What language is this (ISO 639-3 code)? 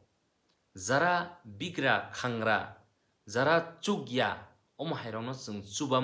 trp